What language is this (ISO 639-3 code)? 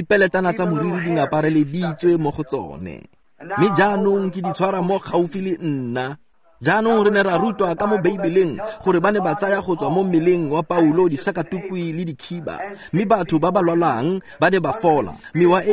tsn